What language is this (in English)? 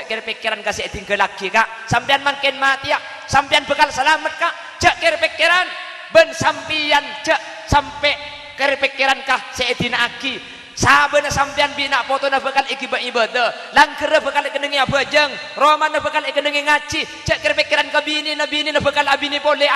Madurese